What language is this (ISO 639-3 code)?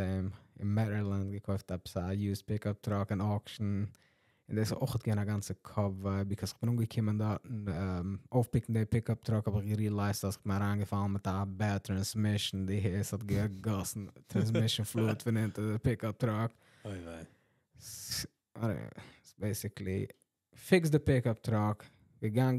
yid